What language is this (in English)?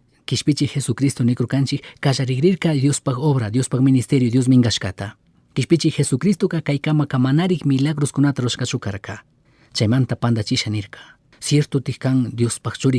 Chimborazo Highland Quichua